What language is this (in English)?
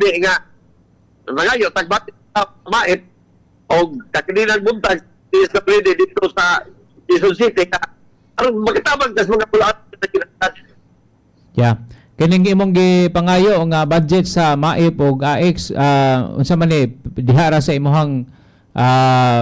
Cebuano